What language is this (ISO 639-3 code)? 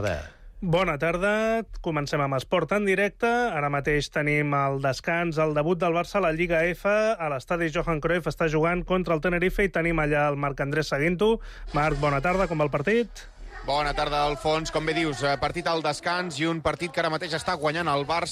cat